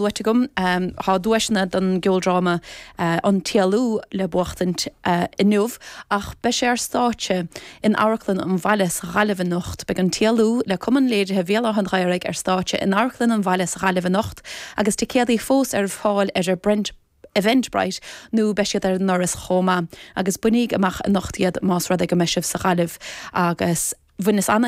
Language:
Irish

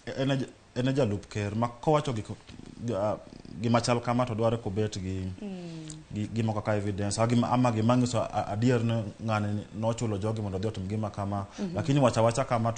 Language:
Luo (Kenya and Tanzania)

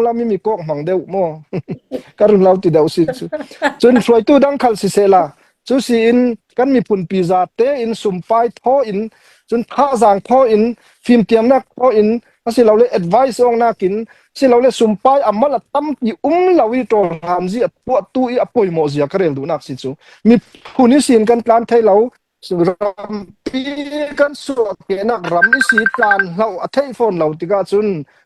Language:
Falam Chin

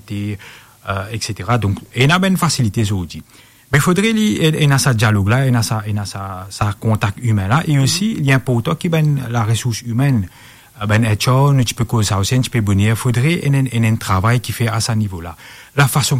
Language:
Morisyen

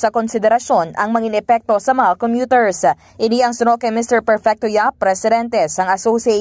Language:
Hiligaynon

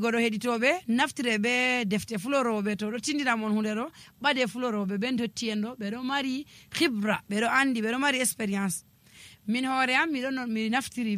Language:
Nigerian Fulfulde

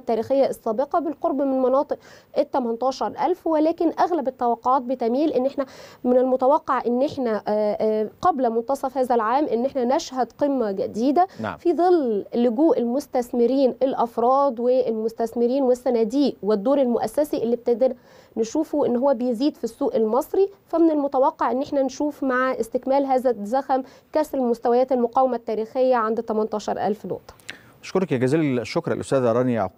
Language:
Arabic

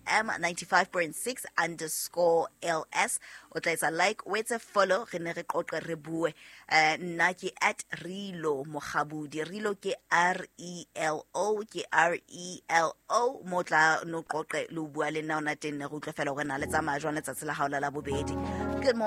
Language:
Southern Sotho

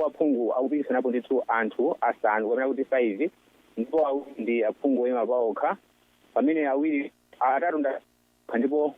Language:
Nyanja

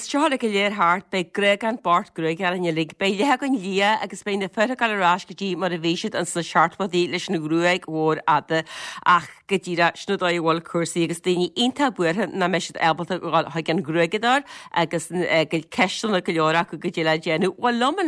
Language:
Irish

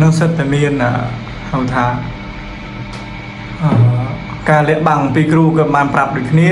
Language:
Khmer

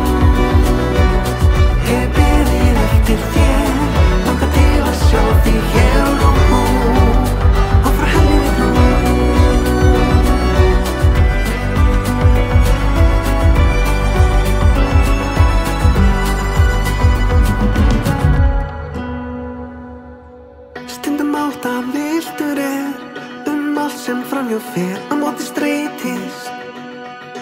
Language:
Icelandic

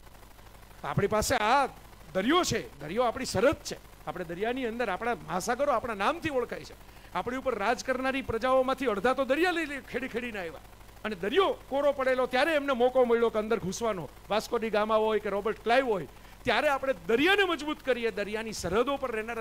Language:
Gujarati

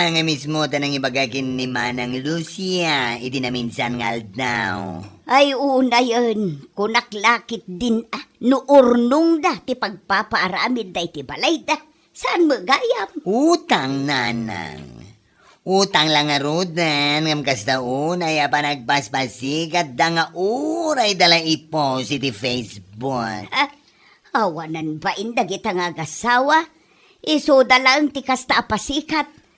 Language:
Iloko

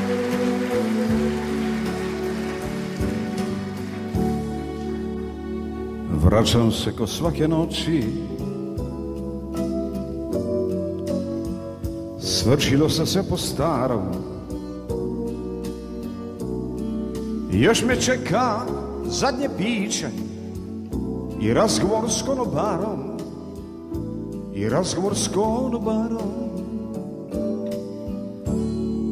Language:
Croatian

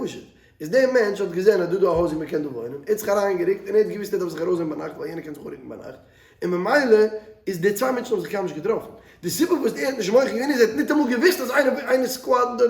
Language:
Yiddish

